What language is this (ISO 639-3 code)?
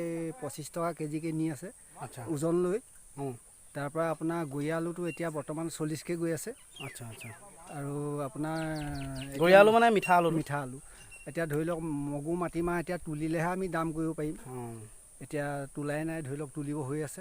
asm